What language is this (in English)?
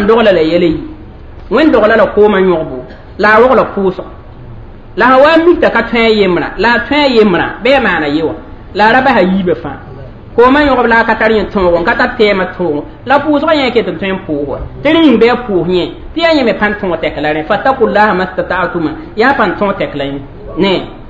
Mossi